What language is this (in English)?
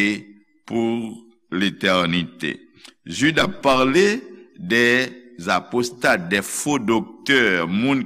Haitian Creole